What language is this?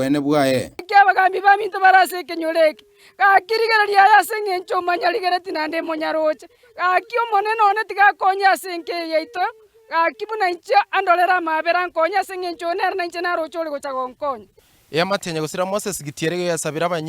Gusii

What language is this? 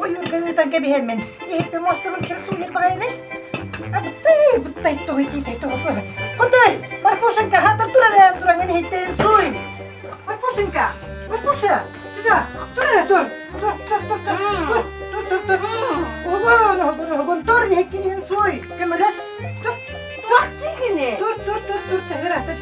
Yakut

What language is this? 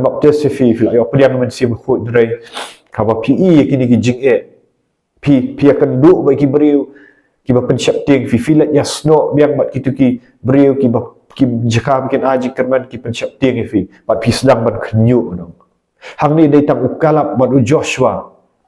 Khasi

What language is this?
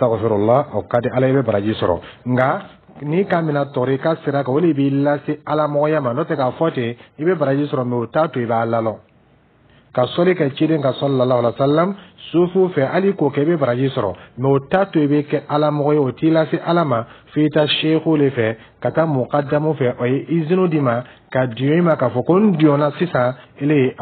Dyula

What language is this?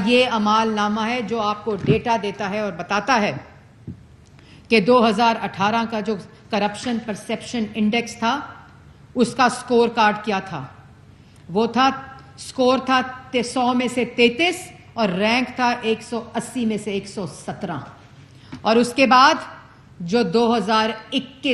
Urdu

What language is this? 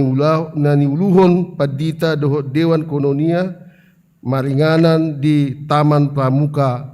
Batak Toba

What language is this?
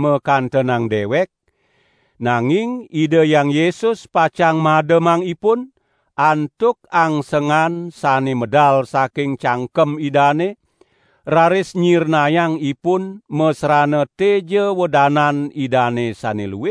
Balinese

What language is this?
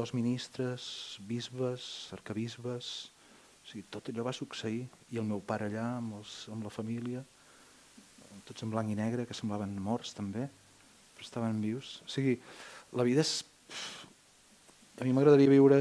Catalan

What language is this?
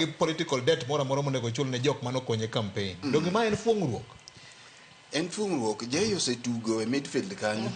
Luo (Kenya and Tanzania)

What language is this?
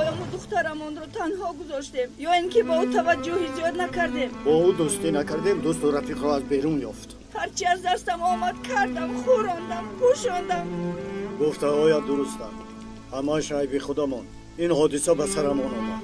Tajik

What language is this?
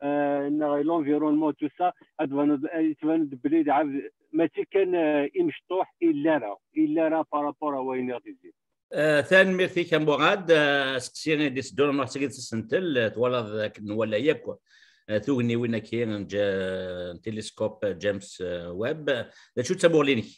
Kabyle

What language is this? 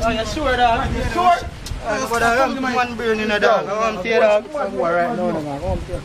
Jamaican Creole English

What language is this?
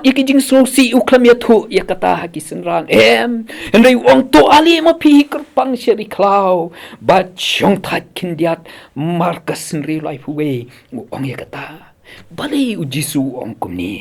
Khasi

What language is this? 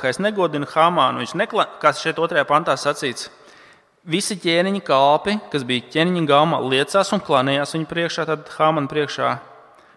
Latvian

